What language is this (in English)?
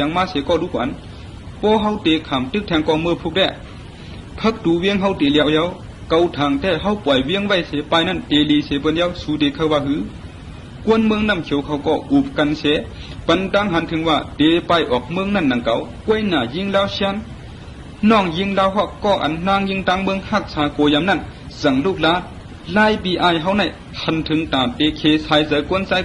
Shan